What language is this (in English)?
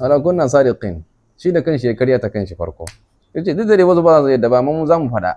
Hausa